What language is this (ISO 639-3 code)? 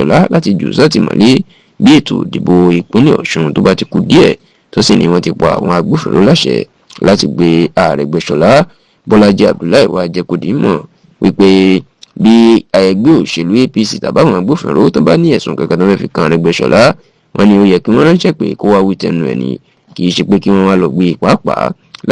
yor